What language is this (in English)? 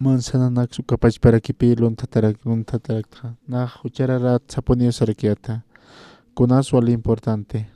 Aymara